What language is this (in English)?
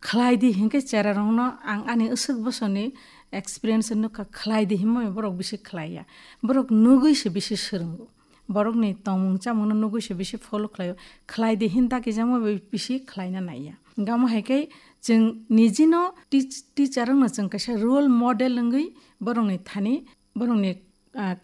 Kok Borok